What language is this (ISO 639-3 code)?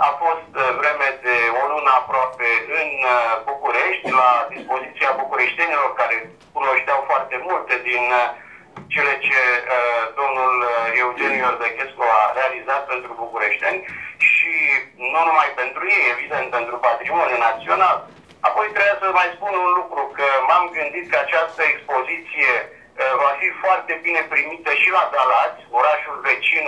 ron